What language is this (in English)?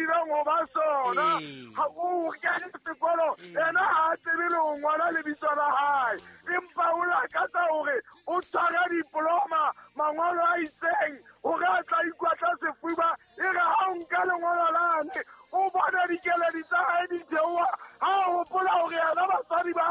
Southern Sotho